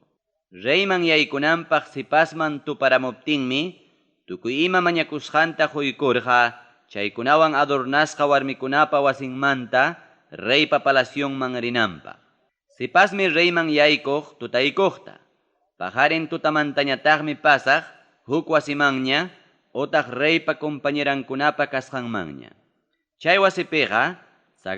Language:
Ayacucho Quechua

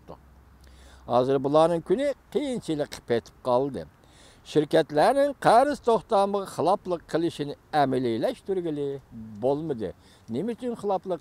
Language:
Uyghur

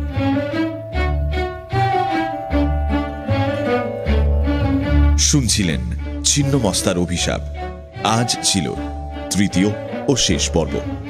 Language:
Bangla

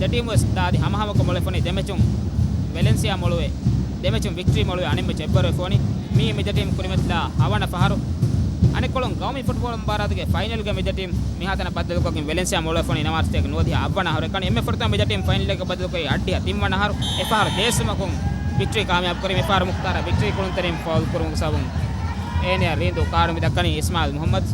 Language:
Divehi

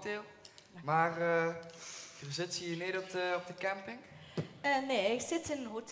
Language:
Limburgish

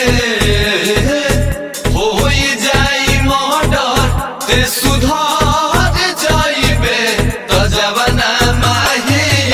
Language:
Bhojpuri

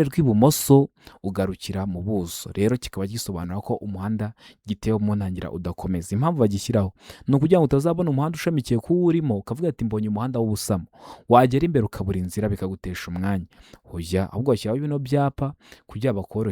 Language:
Kinyarwanda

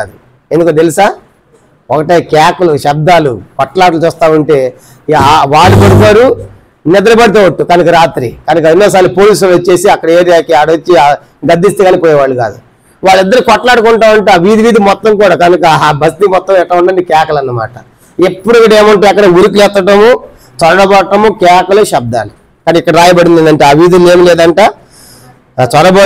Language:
Telugu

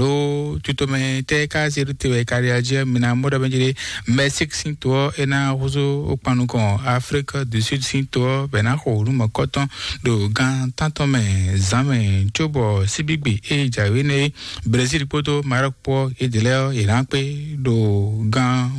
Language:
Fon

